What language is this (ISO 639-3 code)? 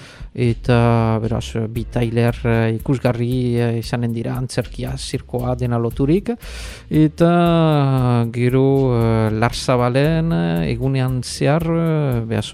eus